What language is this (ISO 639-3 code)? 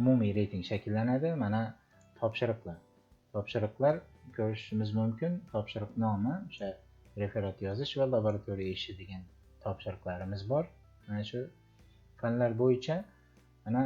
uzb